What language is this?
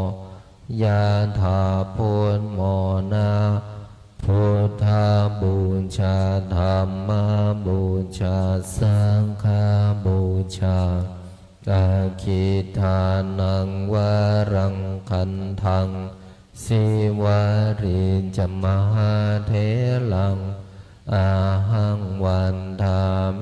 Pali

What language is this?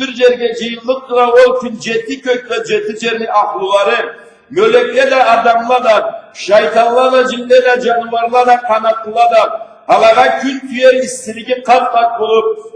Karachay-Balkar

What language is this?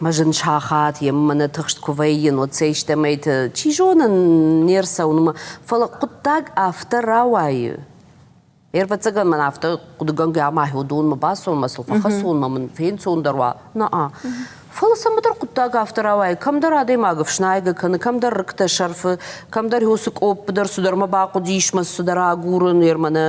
Ossetic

